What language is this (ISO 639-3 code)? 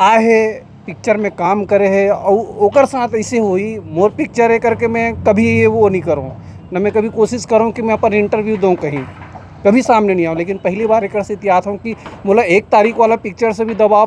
hne